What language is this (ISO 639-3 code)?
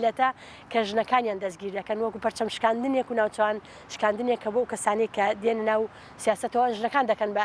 ckb